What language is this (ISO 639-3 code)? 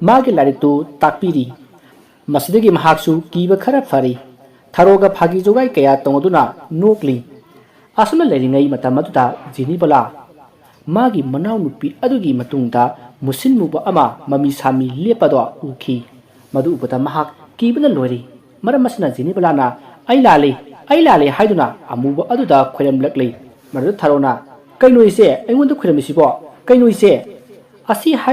mni